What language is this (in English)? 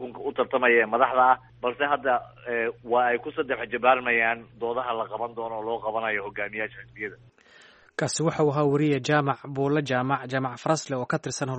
Somali